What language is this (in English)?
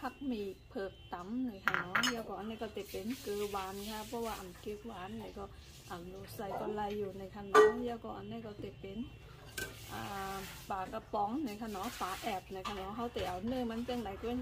Shan